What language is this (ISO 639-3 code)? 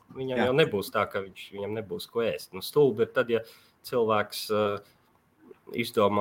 lav